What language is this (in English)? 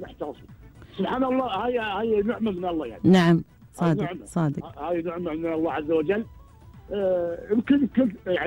Gulf Arabic